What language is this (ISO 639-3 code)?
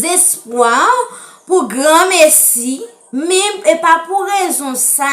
hat